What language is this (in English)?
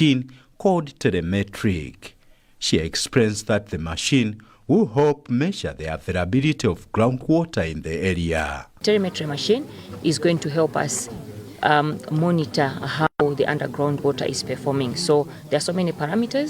English